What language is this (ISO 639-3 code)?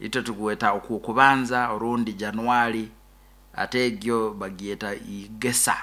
nyn